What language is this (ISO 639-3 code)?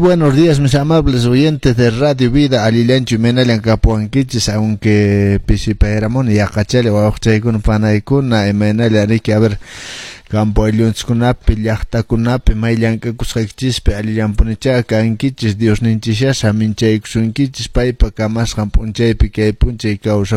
que